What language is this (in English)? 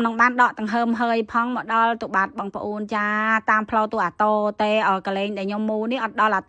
Khmer